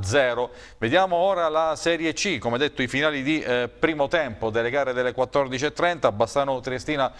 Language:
Italian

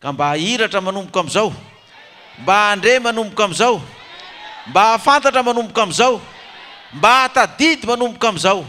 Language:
Malagasy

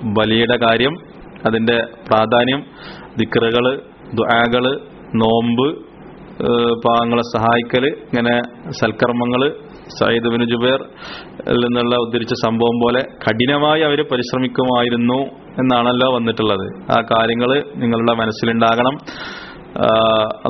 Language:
Malayalam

